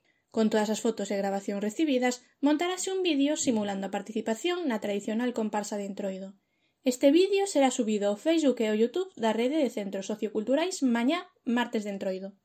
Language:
Galician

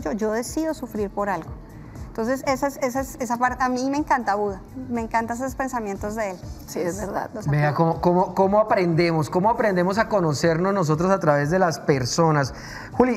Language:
Spanish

